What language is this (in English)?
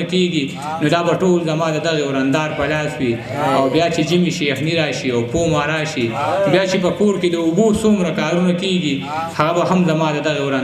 Pashto